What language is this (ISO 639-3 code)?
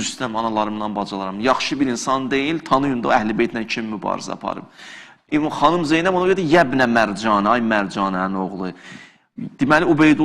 aze